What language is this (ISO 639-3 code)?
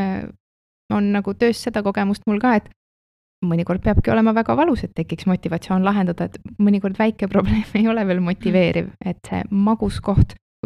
est